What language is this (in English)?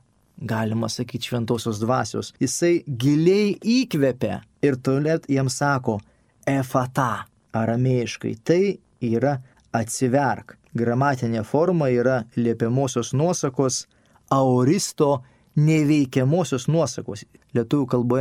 Lithuanian